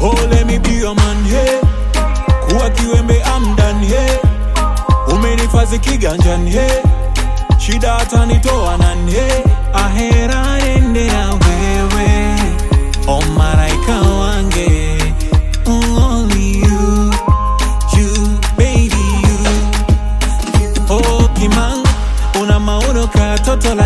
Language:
Swahili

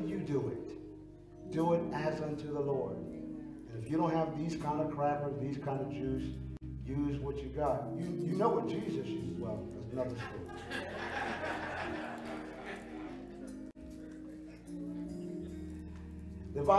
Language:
English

